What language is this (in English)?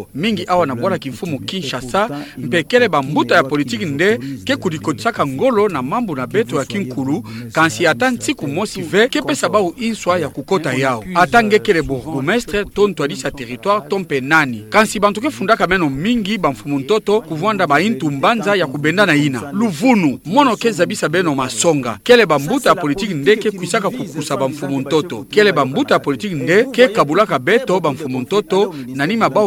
Kituba (Democratic Republic of Congo)